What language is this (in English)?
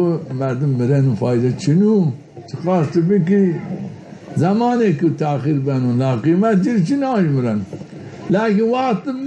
Zaza